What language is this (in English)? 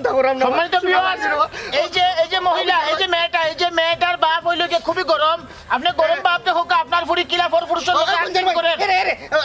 Sylheti